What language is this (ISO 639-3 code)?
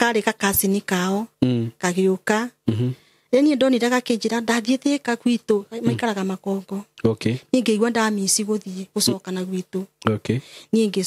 kik